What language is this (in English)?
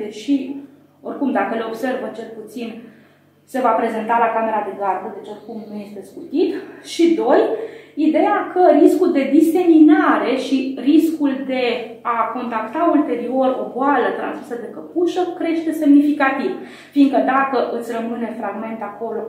Romanian